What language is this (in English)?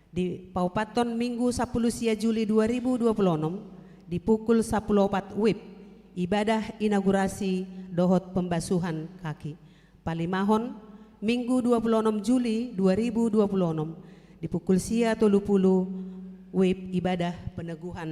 Batak Toba